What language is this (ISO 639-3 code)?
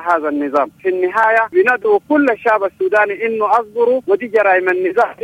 apd